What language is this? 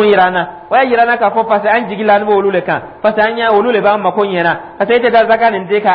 Dyula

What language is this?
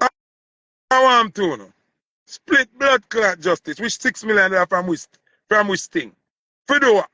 Jamaican Creole English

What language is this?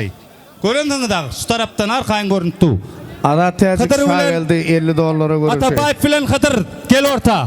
Turkmen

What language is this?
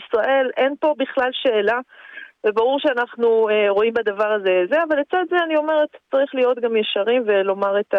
Hebrew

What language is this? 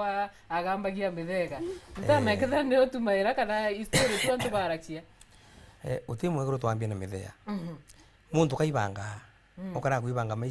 Meru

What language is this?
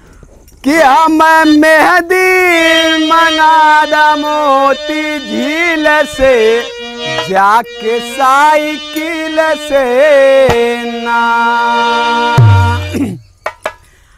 Bhojpuri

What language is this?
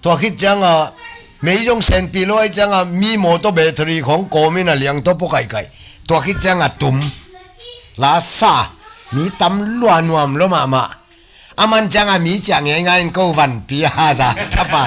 Tedim Chin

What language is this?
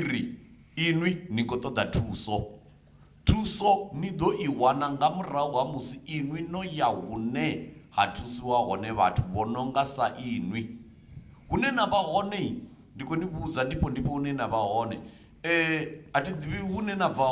Venda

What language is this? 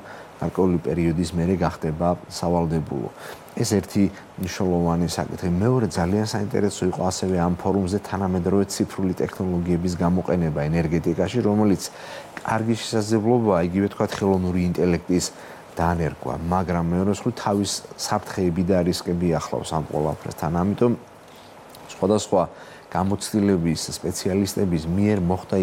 Georgian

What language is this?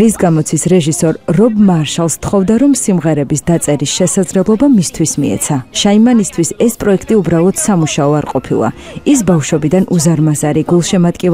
Georgian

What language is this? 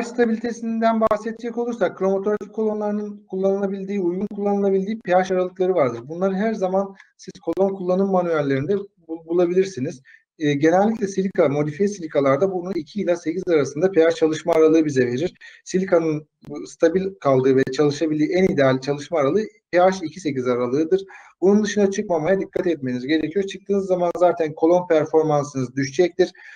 Turkish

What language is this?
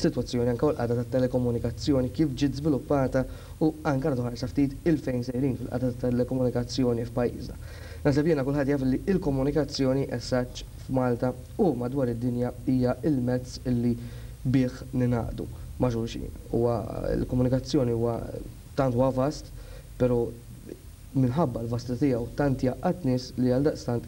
Maltese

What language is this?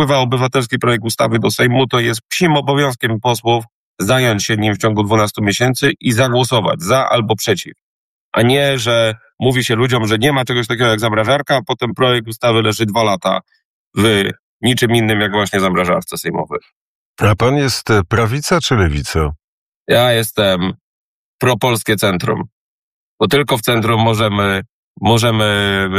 Polish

